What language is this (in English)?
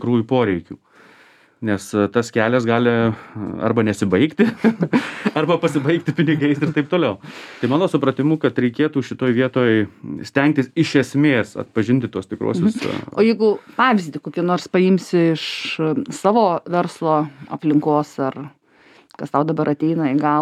Lithuanian